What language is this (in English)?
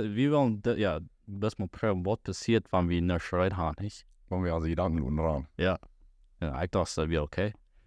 Plautdietsch